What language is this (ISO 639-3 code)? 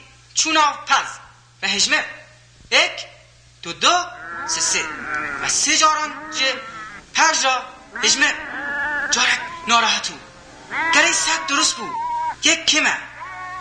kur